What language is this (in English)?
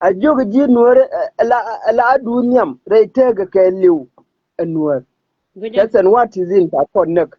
Nuer